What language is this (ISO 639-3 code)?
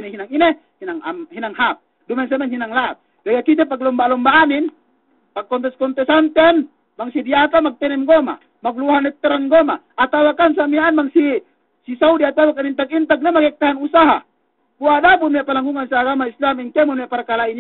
yka